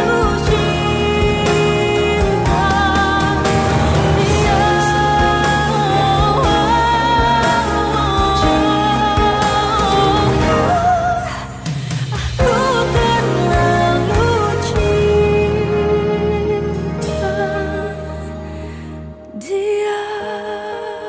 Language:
Indonesian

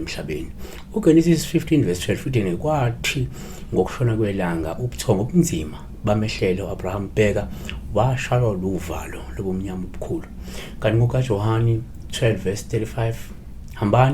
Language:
Zulu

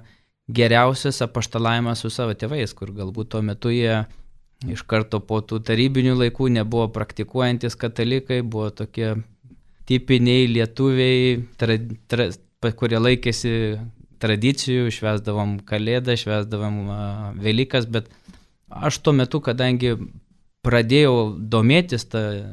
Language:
Lithuanian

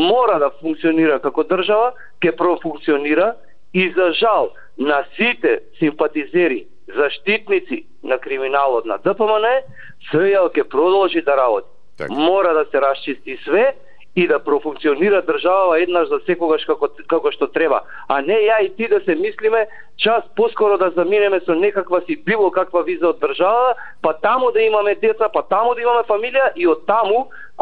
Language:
Macedonian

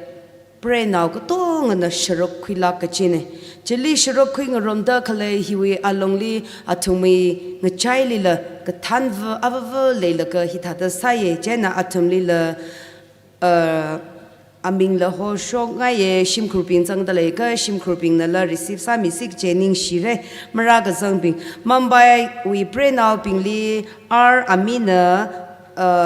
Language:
Tangkhul Naga (India)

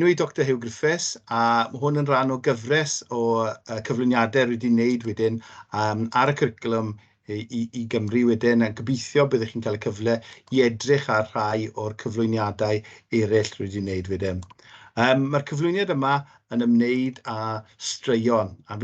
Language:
Welsh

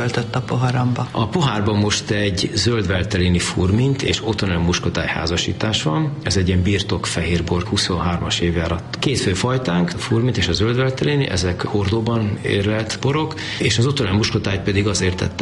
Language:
Hungarian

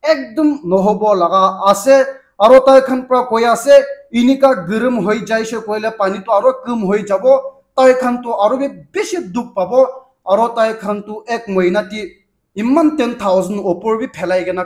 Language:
Naga Pidgin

